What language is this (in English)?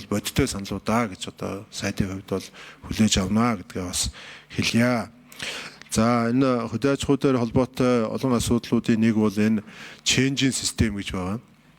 Mongolian